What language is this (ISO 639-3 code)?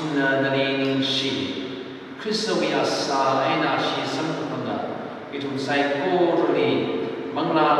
nmf